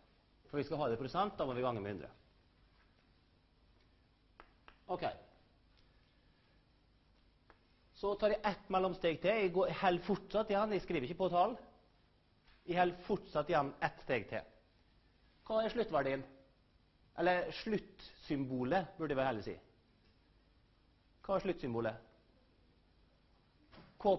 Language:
Norwegian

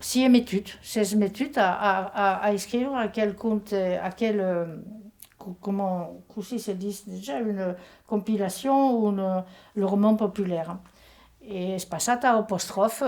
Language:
Occitan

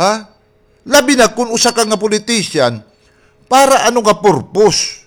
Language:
Waray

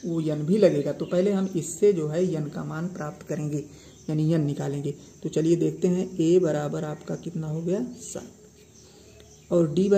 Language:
Hindi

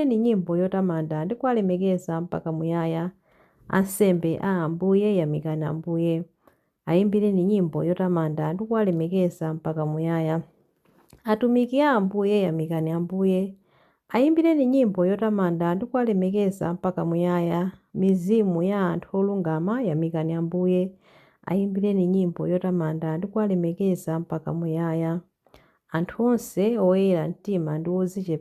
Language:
Nyanja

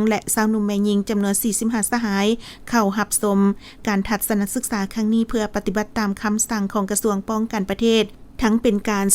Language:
Lao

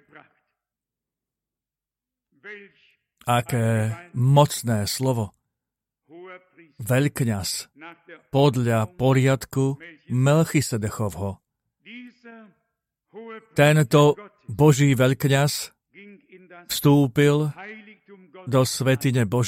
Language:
Slovak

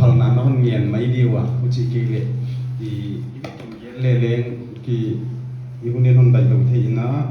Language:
Paite Chin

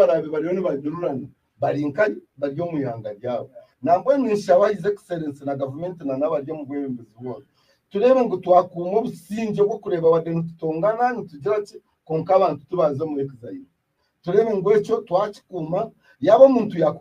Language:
Nyankole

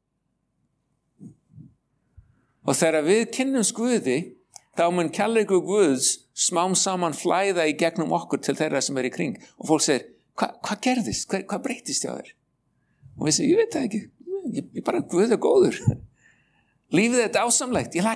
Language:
Icelandic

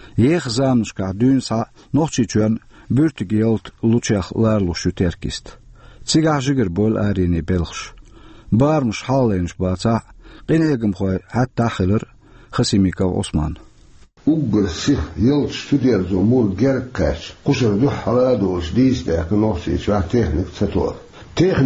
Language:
Chechen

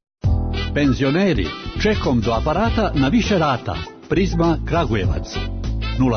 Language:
Serbian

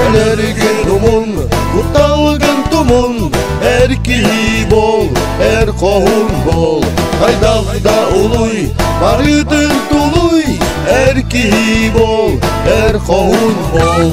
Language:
Yakut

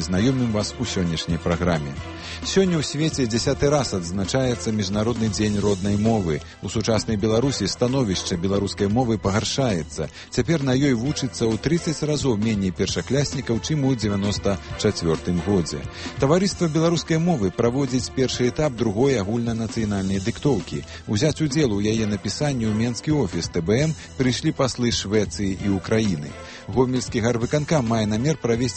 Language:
Belarusian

